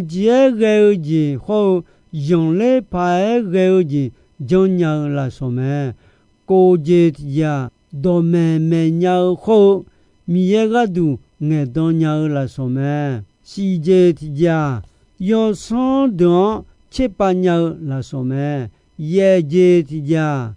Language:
Akha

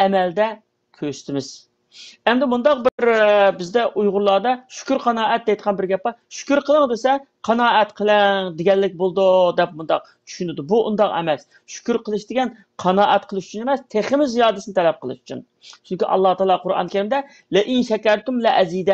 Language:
Uyghur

